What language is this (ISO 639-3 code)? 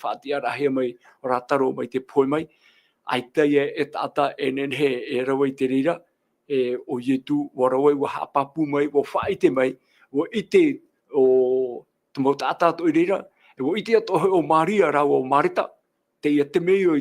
tah